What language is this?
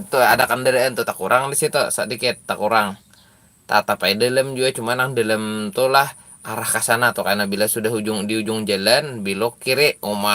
Banjar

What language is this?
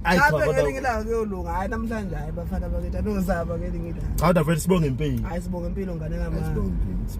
Zulu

